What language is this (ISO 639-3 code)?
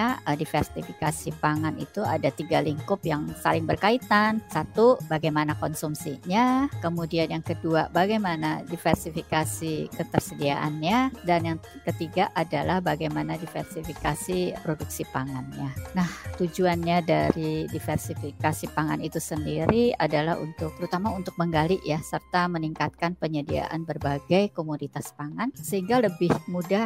ind